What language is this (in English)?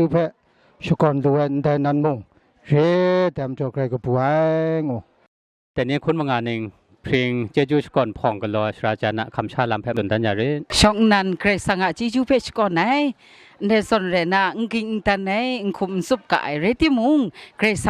Kachin